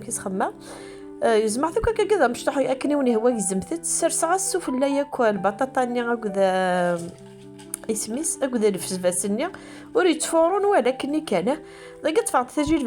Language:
Kabyle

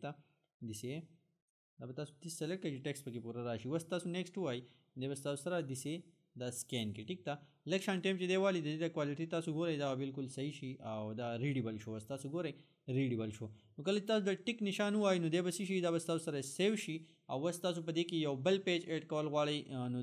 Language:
Pashto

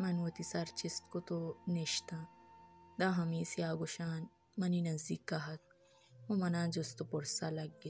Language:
Baluchi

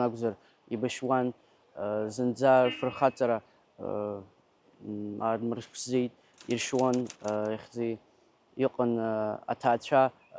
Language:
Abkhazian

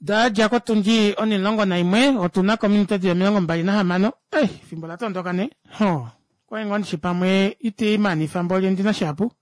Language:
Kuanyama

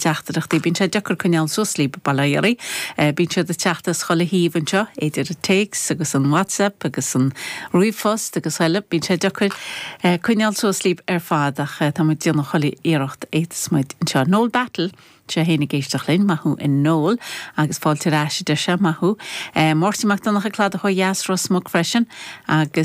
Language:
Irish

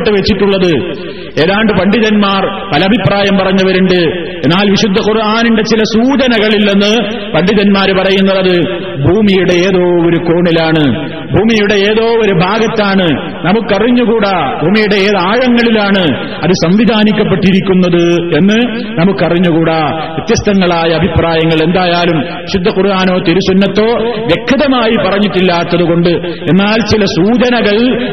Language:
Malayalam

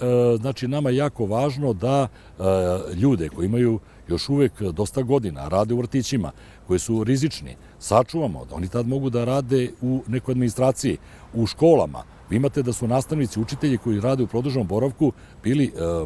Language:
Serbian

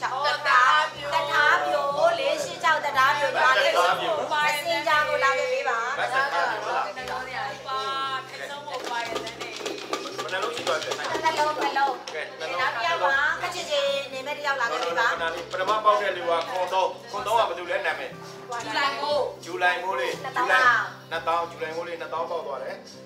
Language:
Burmese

